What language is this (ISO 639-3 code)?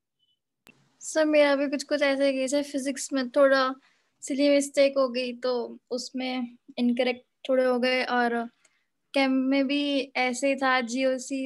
eng